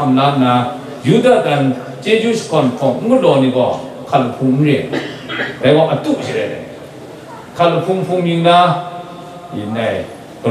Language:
Kachin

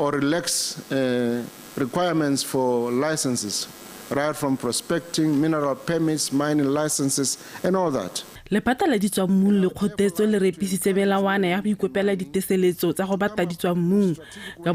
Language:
Tswana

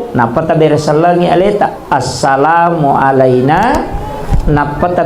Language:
Buginese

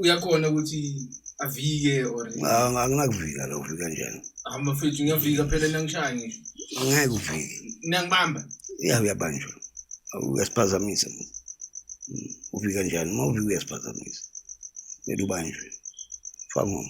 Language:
Zulu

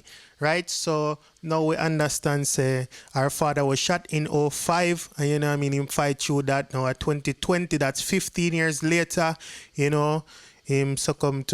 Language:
Jamaican Creole English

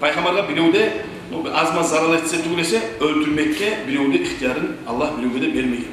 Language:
Kumyk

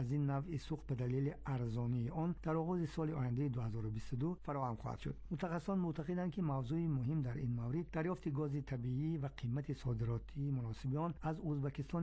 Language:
Persian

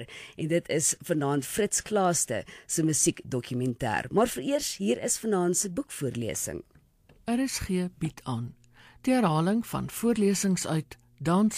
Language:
Afrikaans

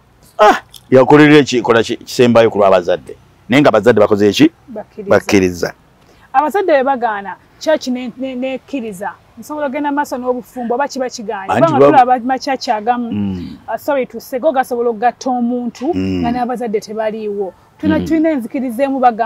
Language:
Ganda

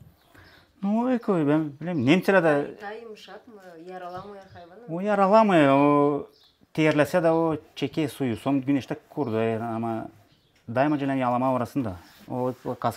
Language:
Gagauz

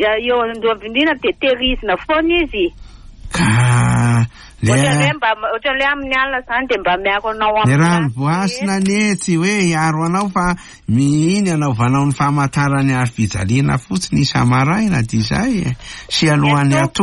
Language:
Malagasy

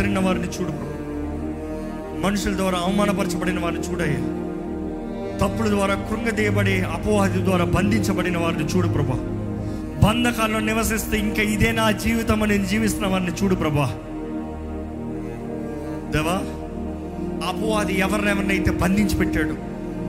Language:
Telugu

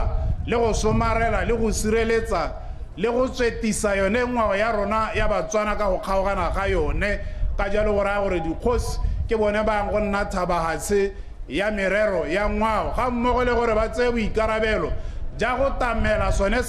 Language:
Tswana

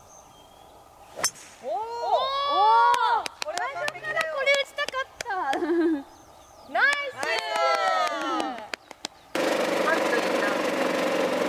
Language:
Japanese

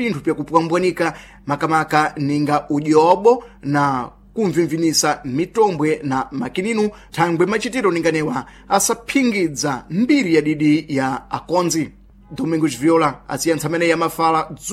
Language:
Sena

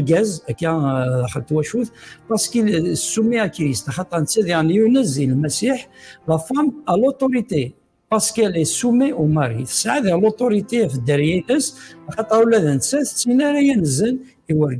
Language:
Kabyle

